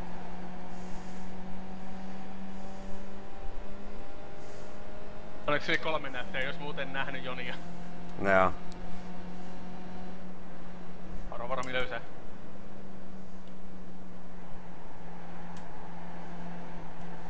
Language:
Finnish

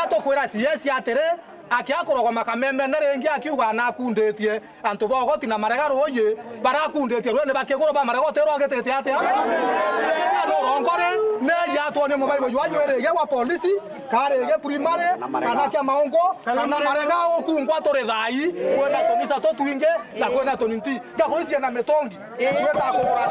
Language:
Meru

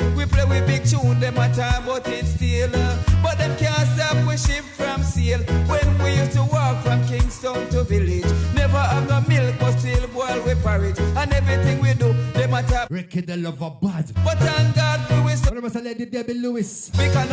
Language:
Jamaican Creole English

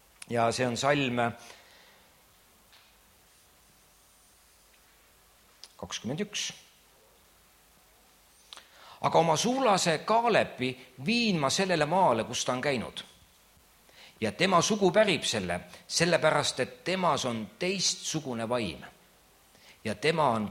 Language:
Estonian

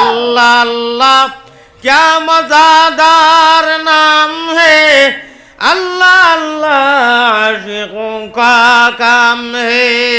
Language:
Sylheti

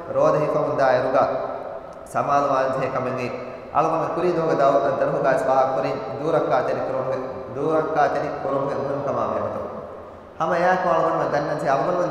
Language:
Divehi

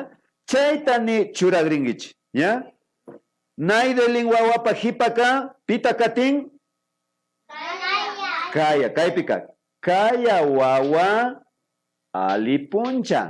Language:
Imbabura Highland Quichua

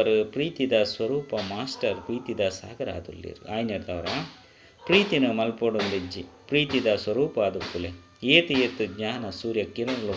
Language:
Tulu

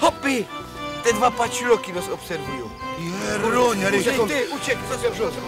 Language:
Silesian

